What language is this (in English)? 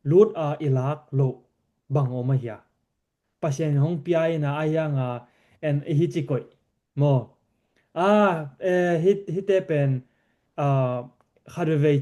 Tedim Chin